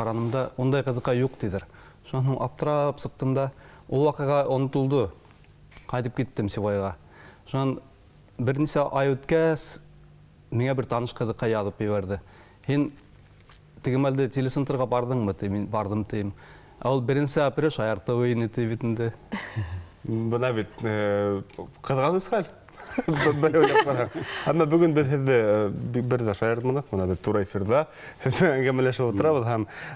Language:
Bashkir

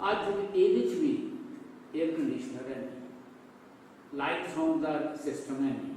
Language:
Dogri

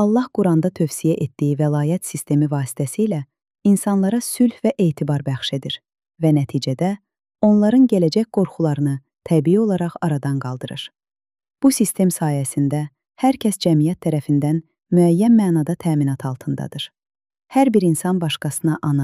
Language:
Azerbaijani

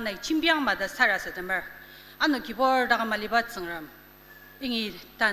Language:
Ao Naga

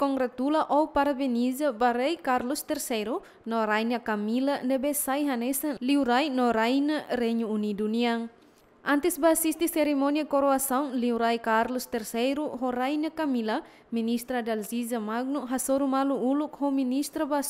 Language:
Tetum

